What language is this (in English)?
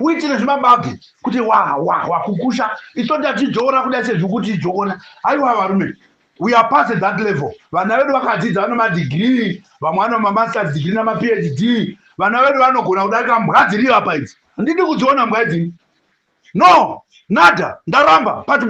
Shona